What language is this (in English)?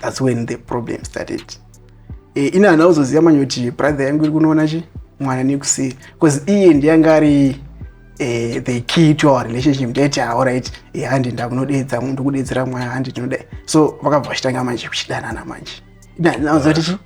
Shona